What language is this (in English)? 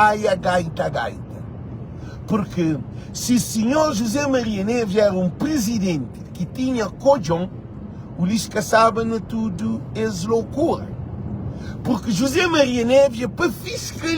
Kabuverdianu